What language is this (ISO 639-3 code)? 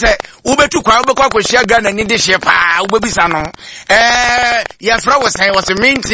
aka